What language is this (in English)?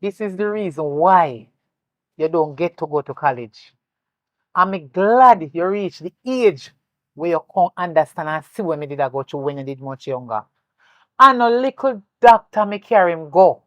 Jamaican Creole English